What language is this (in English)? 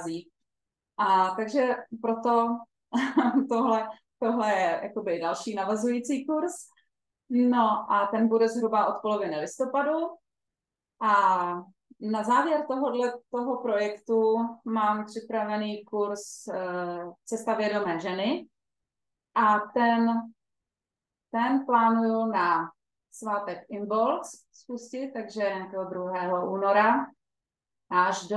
Czech